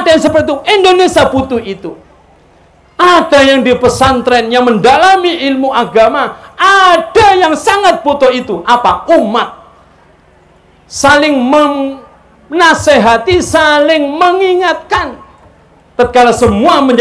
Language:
Indonesian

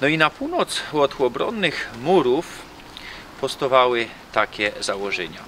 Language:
Silesian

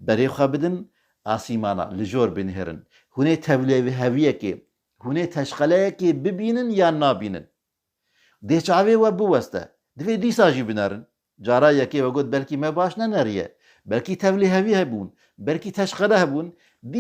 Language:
Kurdish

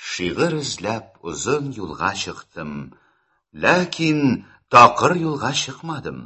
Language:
Tatar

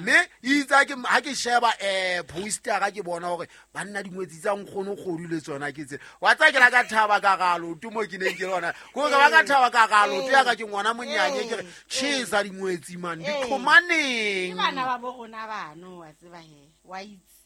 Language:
Southern Sotho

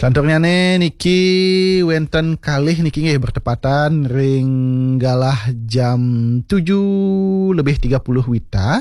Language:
Balinese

